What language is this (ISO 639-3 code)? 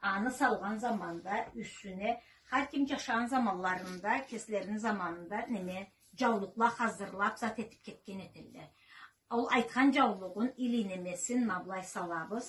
krc